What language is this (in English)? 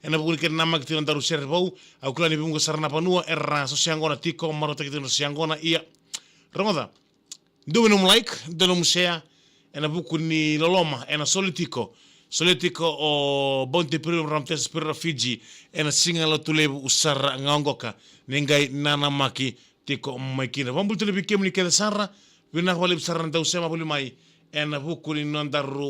Fijian